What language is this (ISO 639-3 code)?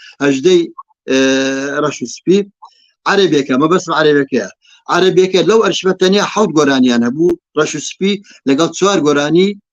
ckb